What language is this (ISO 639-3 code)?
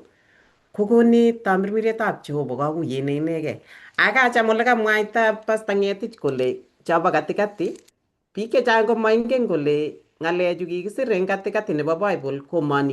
kln